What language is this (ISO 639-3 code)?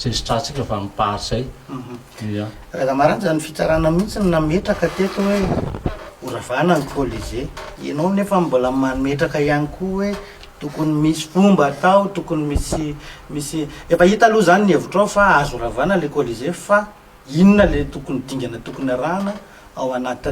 mlg